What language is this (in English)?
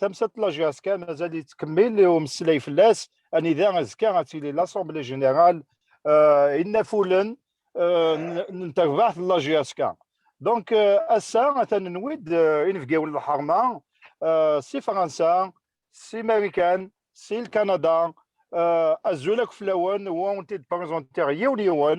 Kabyle